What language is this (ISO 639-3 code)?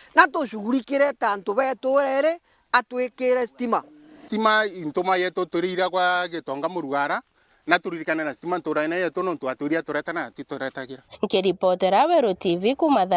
mer